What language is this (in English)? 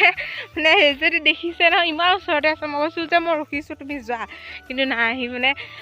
Assamese